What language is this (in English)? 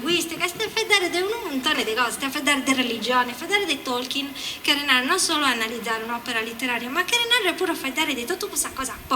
Sardinian